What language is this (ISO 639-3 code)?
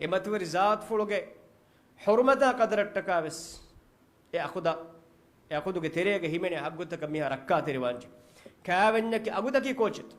div